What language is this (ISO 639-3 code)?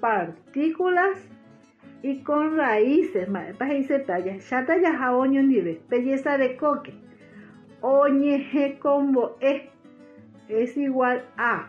grn